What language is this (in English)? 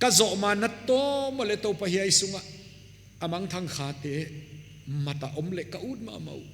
Paite Chin